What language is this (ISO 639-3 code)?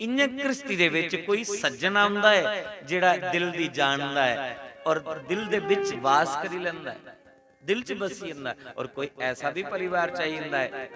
doi